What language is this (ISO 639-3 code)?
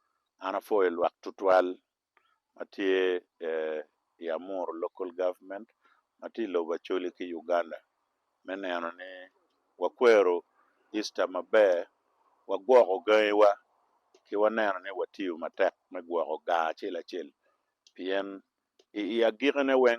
ach